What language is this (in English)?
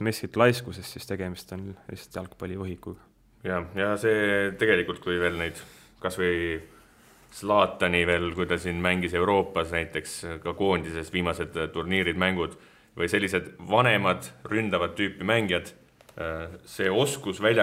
Estonian